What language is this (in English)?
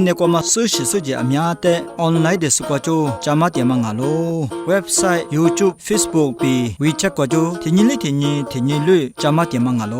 Lisu